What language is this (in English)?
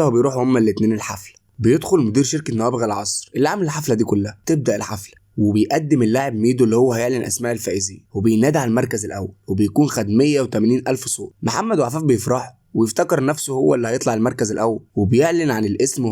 Egyptian Arabic